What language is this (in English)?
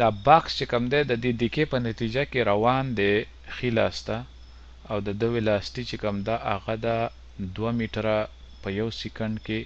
Pashto